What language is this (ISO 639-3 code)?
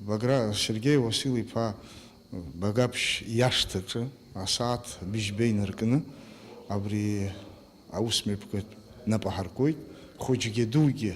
abk